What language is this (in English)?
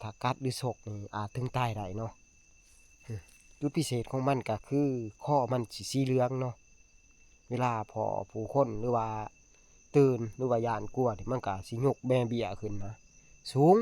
Northeastern Thai